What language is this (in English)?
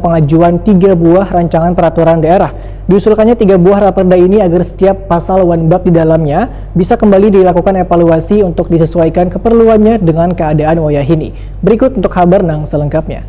Banjar